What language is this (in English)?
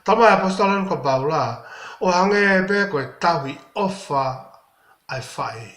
Tongan